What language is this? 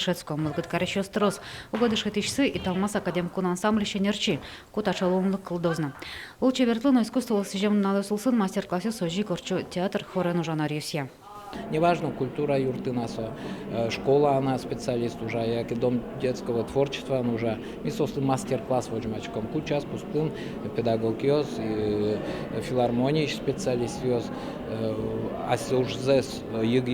Udmurt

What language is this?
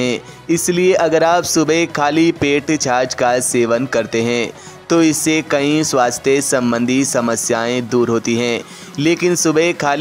Hindi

